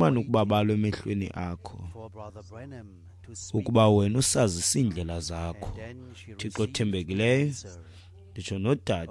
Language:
Xhosa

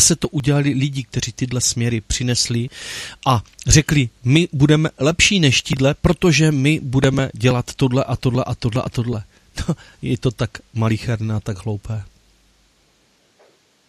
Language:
Czech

